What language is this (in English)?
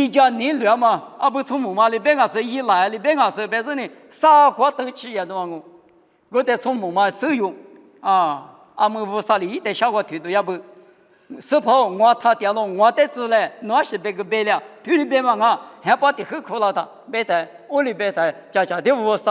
Lisu